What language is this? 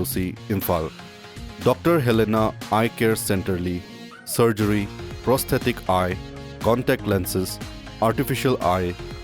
Tangkhul Naga (India)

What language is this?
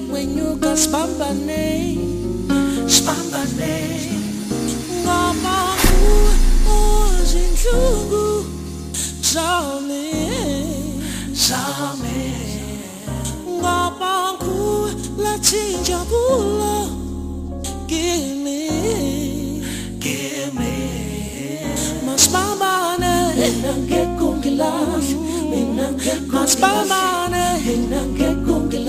Zulu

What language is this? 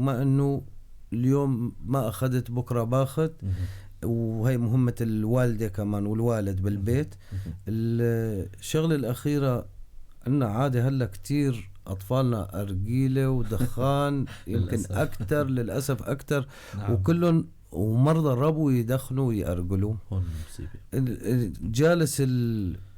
North Levantine Arabic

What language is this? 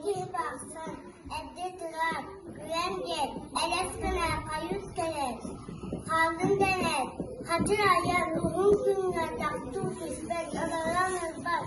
Yakut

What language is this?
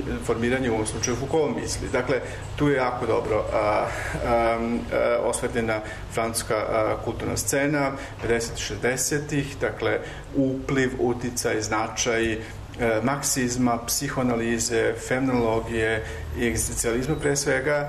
Serbian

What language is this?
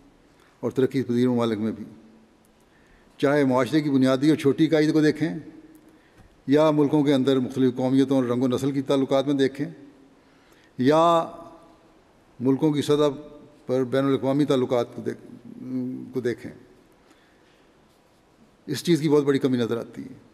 Urdu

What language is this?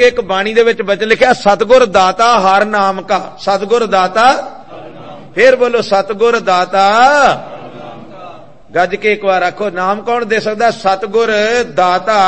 Punjabi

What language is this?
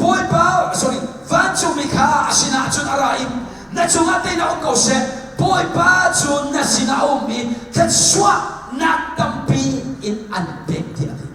Hakha Chin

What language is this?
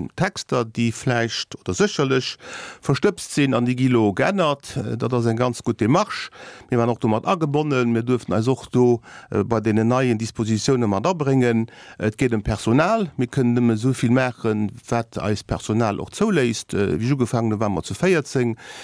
Luxembourgish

